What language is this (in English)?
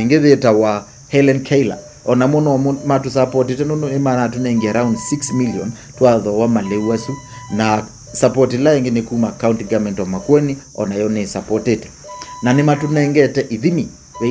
Kamba